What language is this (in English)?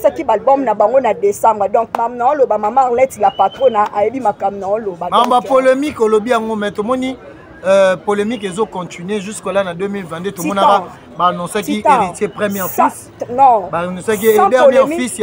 Lingala